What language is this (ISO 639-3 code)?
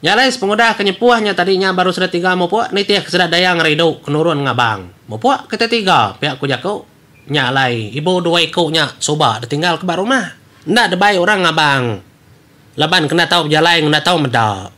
iba